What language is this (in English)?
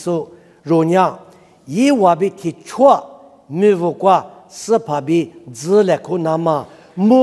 Lisu